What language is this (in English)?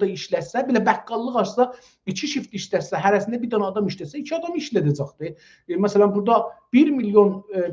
South Azerbaijani